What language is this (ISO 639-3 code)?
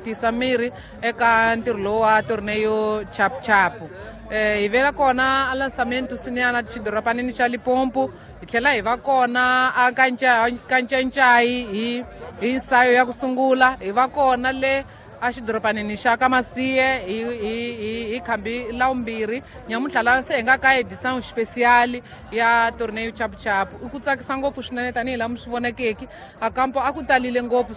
tso